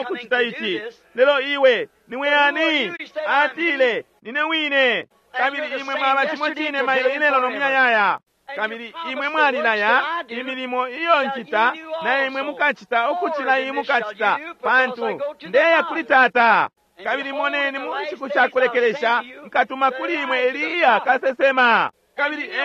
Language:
Bemba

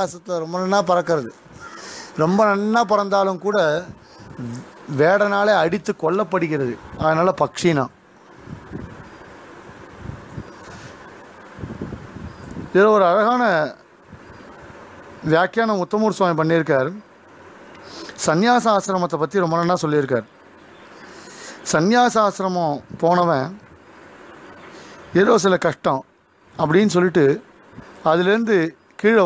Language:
Tamil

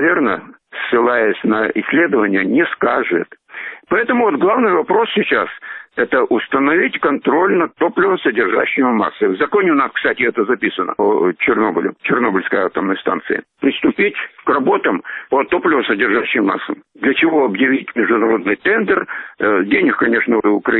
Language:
Russian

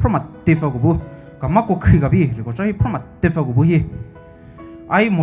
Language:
Poumei Naga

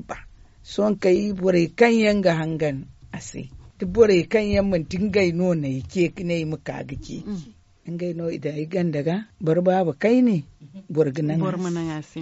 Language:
Zarma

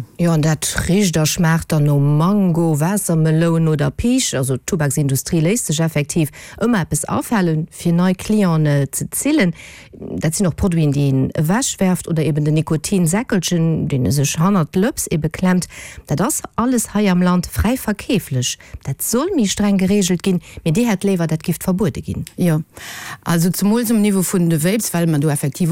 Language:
Luxembourgish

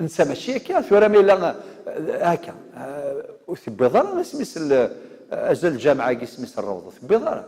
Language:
Kabyle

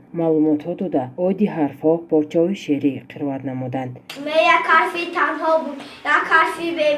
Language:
Tajik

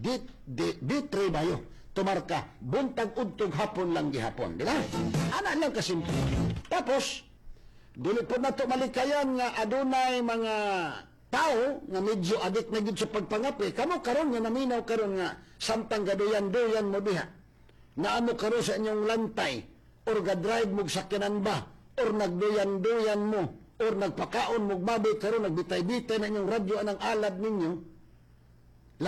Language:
Cebuano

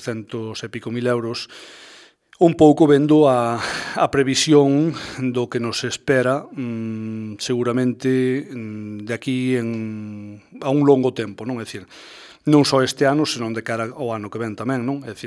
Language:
Galician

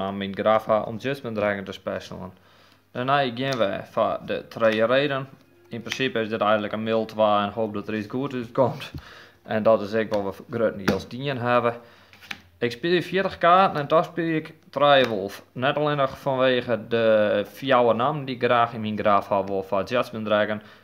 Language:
Western Frisian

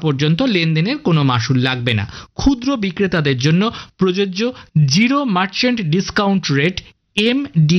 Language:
Bangla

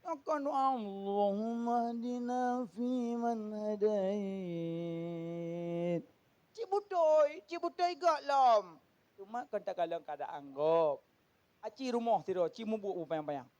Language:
Achinese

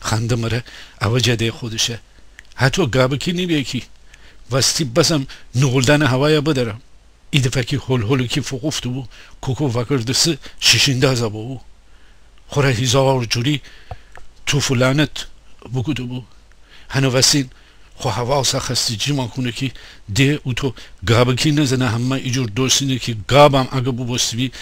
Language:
Gilaki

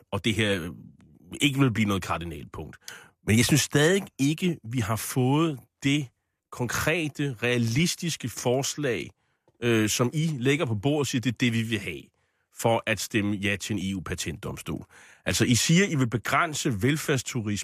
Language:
Danish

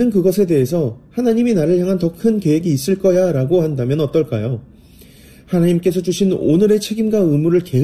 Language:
Korean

